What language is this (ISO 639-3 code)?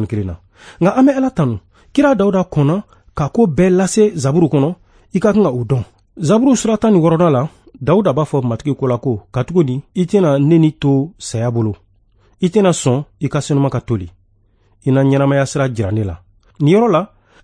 bam